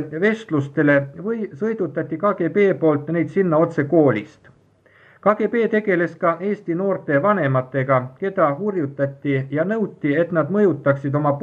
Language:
Estonian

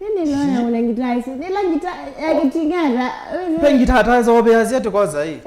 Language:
Kamba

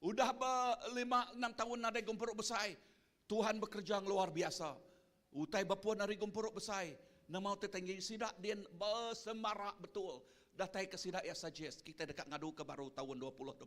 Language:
Iban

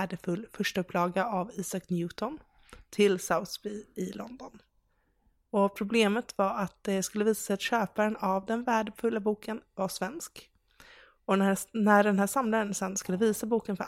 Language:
Swedish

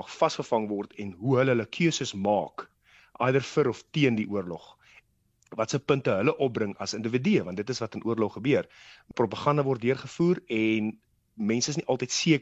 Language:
Afrikaans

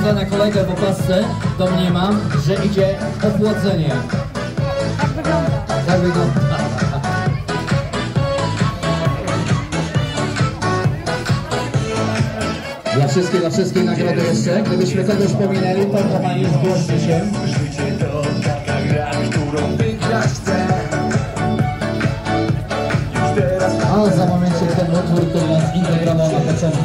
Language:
Polish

